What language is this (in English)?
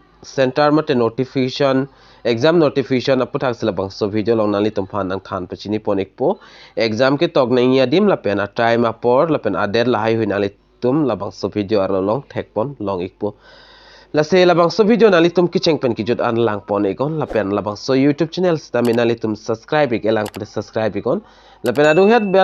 Karbi